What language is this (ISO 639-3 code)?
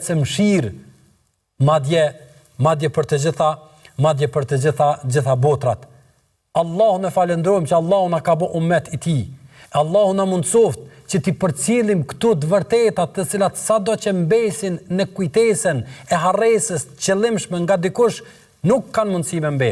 sqi